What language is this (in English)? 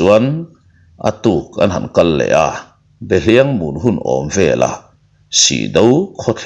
Mizo